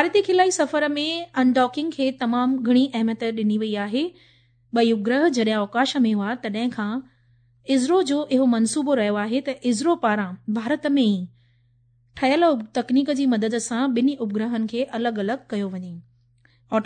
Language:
Sindhi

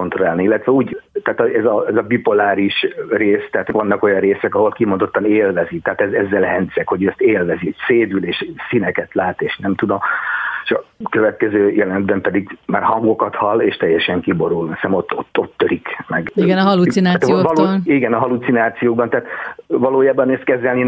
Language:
Hungarian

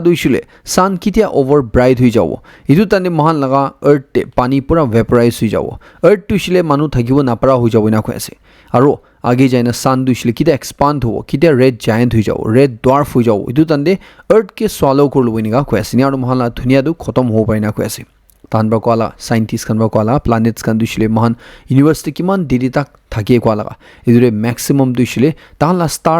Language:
Naga Pidgin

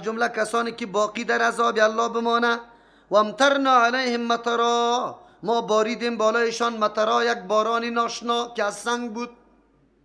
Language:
Persian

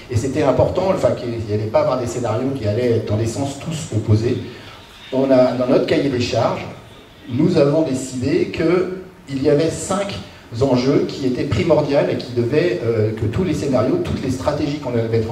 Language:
French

